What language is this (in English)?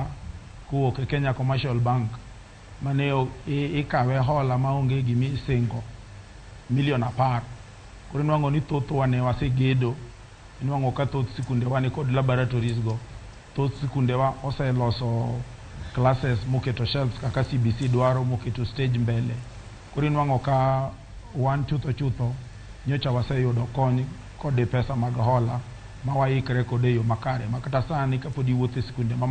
Luo (Kenya and Tanzania)